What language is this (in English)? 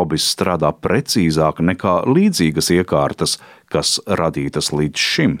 Latvian